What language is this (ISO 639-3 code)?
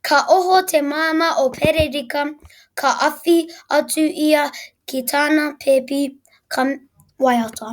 mri